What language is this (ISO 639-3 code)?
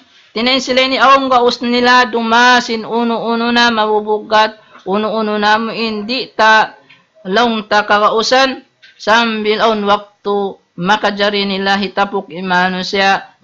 tsg